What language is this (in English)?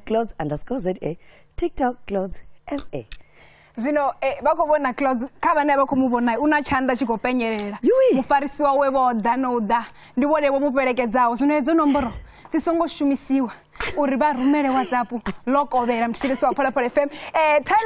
Venda